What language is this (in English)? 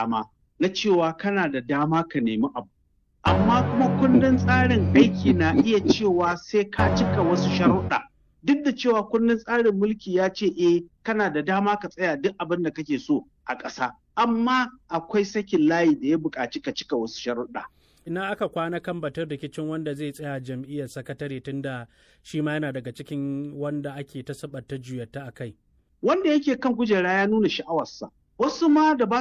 Hausa